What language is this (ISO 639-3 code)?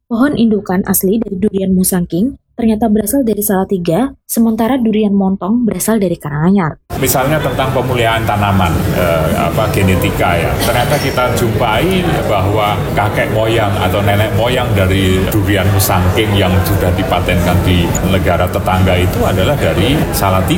ind